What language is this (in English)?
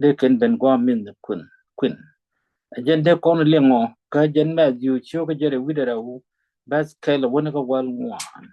Nuer